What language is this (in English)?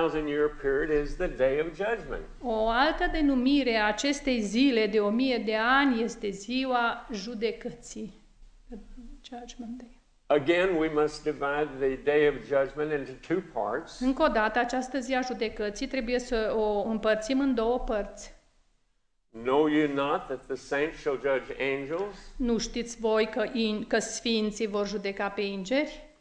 Romanian